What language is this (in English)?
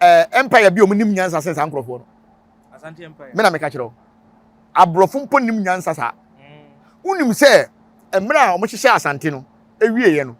Akan